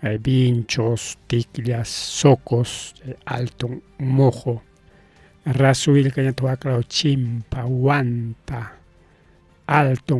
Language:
Ayacucho Quechua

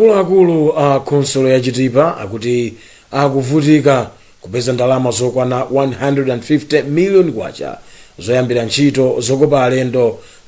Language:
Nyanja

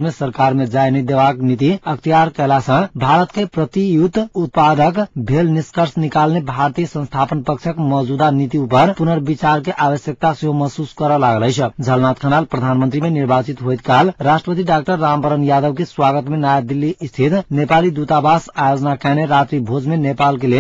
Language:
Maithili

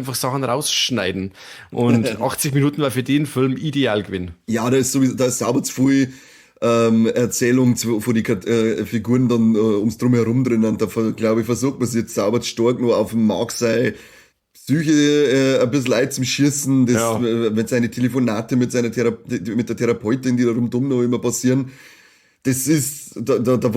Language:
Bavarian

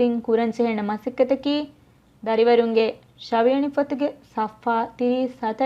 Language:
Divehi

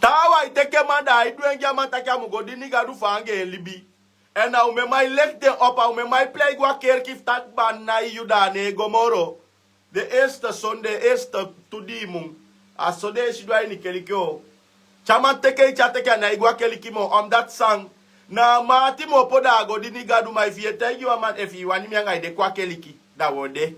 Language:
Sranan Tongo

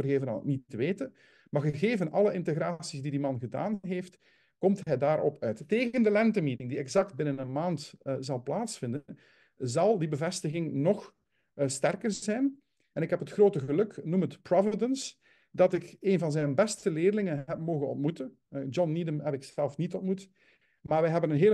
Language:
Dutch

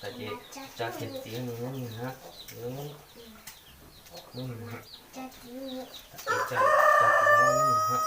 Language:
Hmong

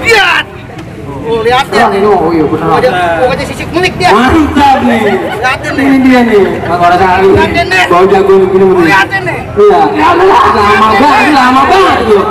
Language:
Betawi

